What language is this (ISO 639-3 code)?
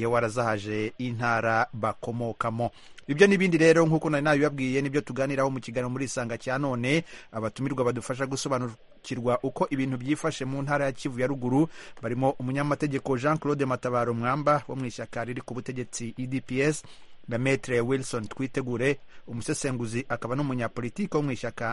kin